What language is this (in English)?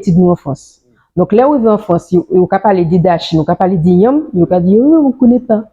Guadeloupean Creole French